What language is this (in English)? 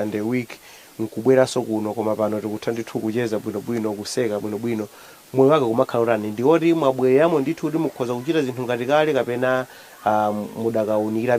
Nyanja